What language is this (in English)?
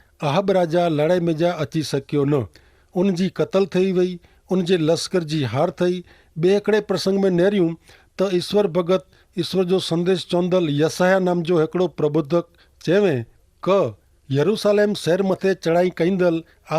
Kachhi